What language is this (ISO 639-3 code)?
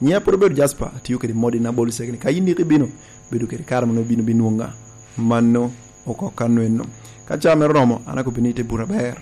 laj